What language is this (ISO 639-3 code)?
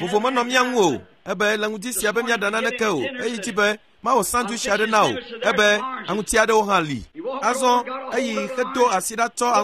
ewe